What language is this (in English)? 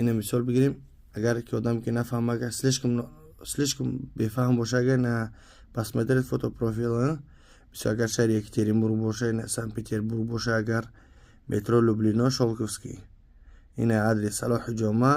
Tajik